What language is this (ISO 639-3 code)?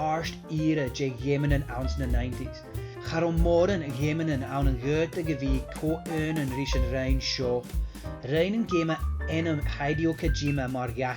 gla